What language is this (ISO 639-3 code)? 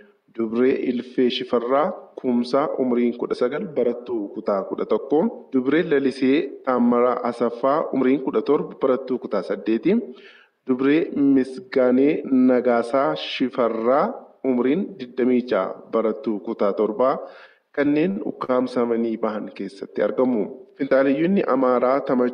orm